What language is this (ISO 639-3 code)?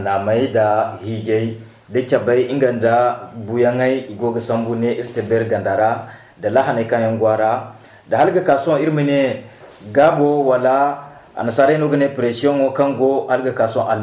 dje